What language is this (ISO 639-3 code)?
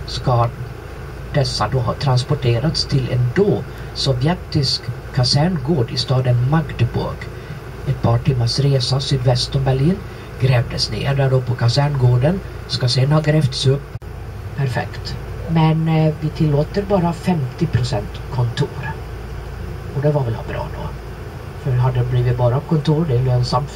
swe